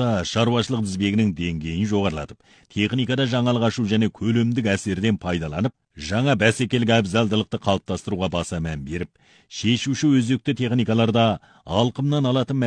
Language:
Kazakh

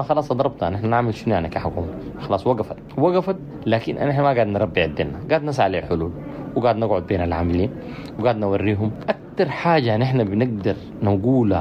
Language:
Sudanese Arabic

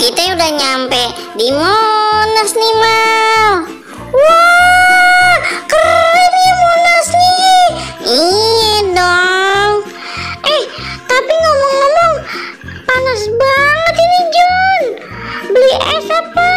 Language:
Betawi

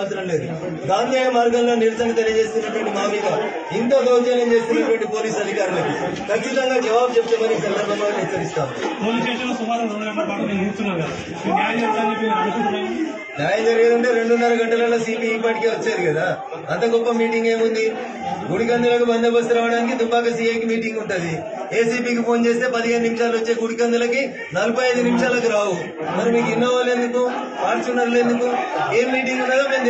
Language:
Telugu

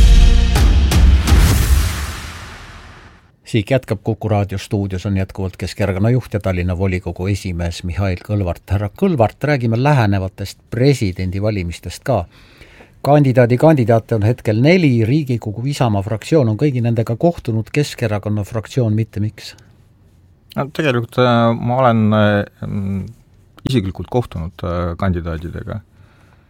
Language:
Estonian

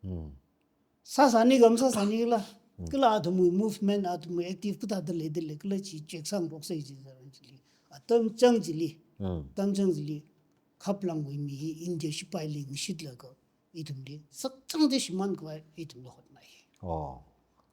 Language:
Tangkhul Naga (India)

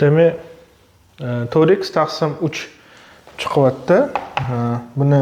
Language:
Uzbek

